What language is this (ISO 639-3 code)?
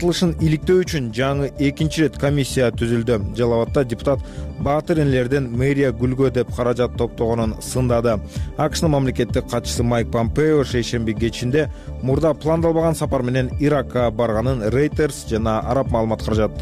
kir